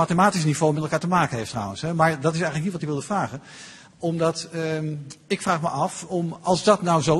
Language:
Dutch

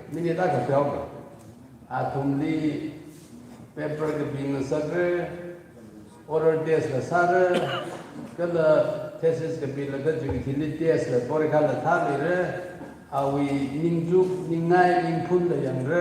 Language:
Tangkhul Naga (India)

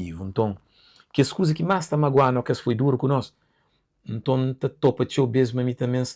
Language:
Kabuverdianu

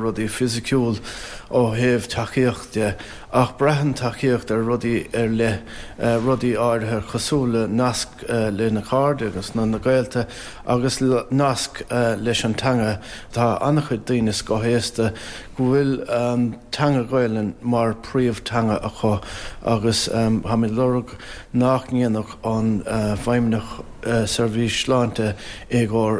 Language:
Irish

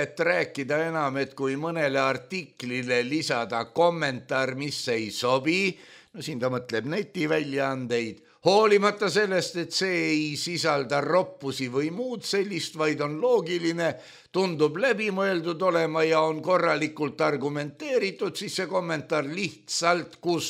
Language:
Estonian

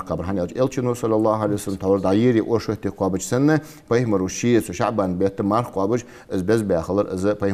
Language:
Ingush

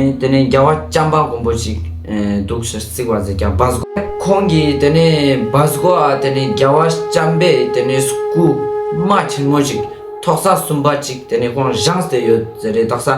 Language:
Ladakhi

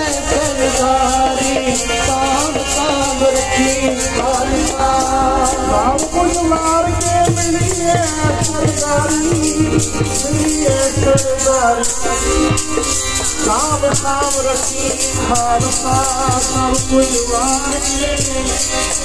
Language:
Punjabi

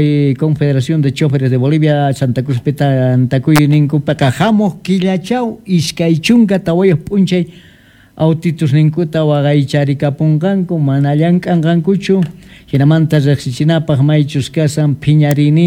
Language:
South Bolivian Quechua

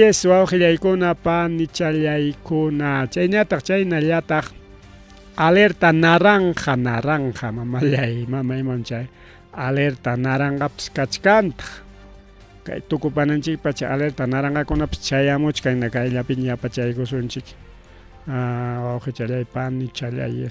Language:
Ayacucho Quechua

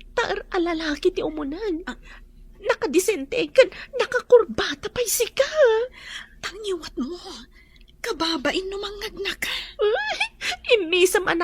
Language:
Iloko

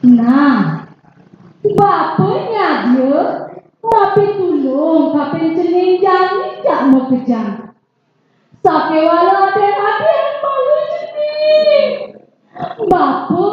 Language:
Balinese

